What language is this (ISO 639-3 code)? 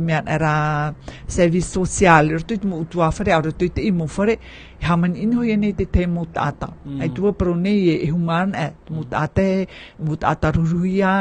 tah